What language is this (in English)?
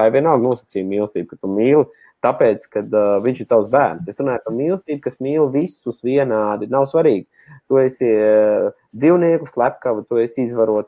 Latvian